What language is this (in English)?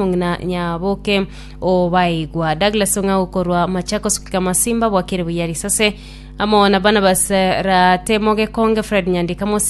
Gusii